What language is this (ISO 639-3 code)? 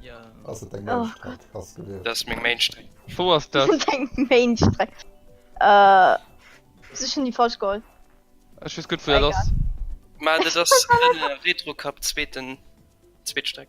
ltz